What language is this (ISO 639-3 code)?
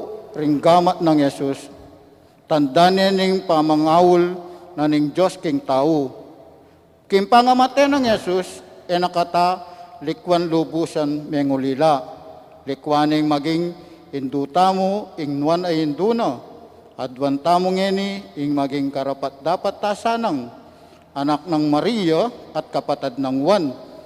pam